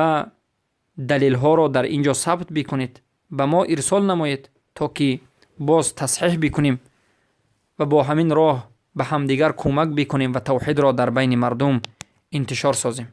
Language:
Persian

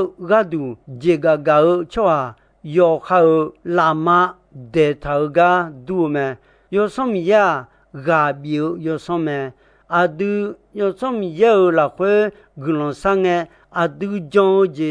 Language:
Akha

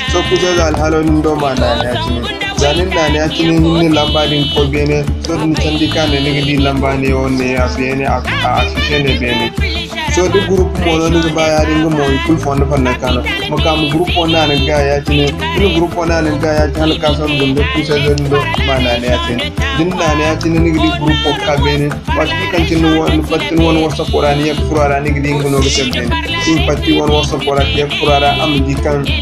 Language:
Zarma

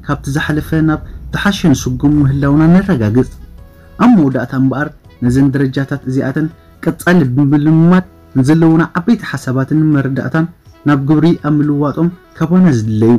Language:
Tigrinya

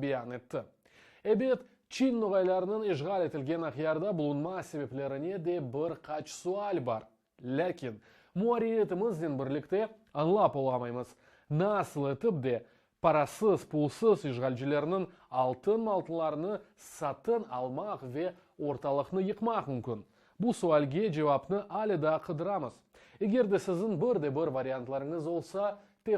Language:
Crimean Tatar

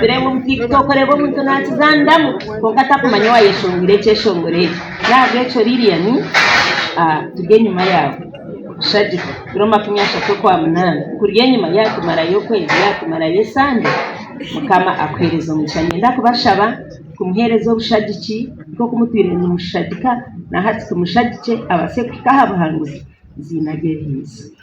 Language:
Nyankole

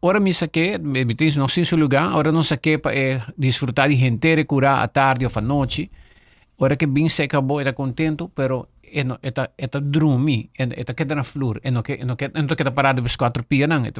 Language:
Papiamento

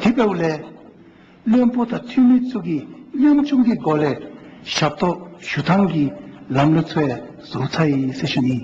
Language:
Dzongkha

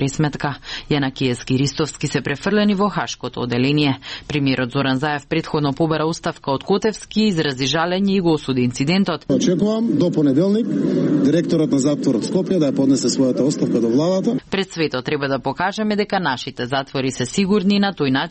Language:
Macedonian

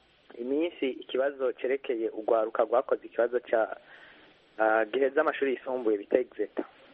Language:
Kinyarwanda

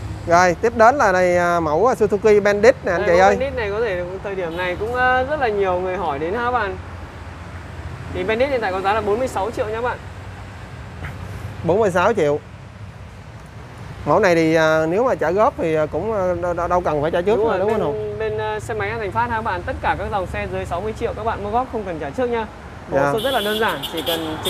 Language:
Vietnamese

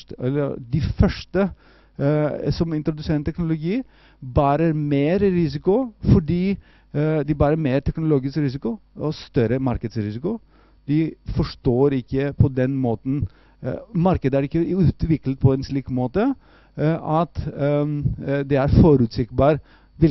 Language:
Norwegian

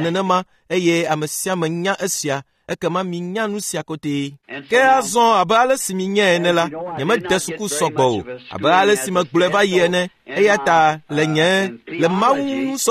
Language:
Ewe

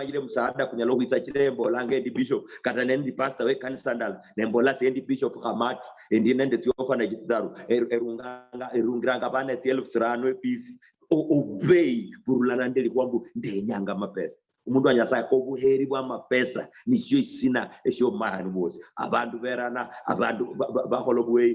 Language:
Luyia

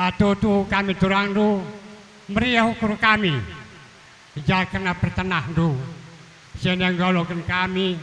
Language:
Batak Karo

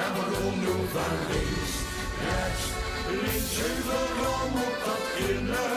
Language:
Limburgish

